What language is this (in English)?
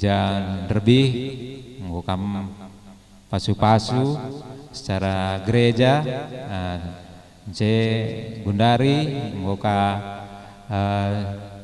Batak Karo